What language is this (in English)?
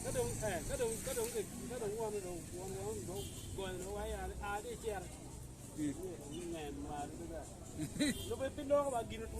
Acoli